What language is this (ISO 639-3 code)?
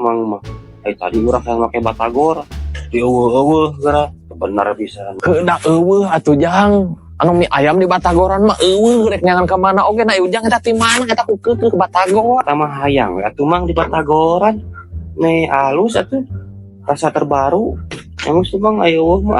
sun